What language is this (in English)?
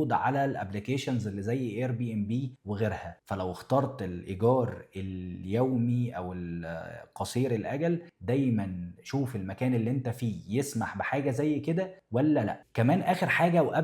Egyptian Arabic